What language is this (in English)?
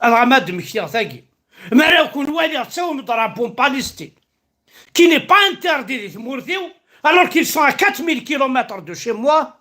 Kabyle